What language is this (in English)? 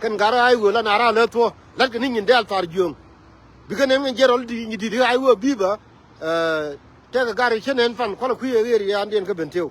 Nuer